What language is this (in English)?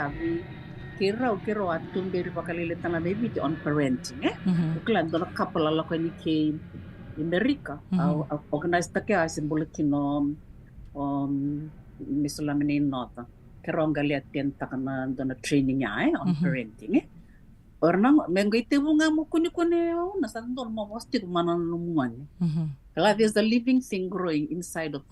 Fijian